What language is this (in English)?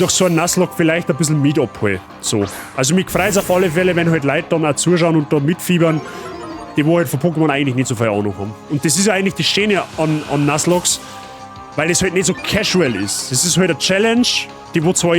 Bavarian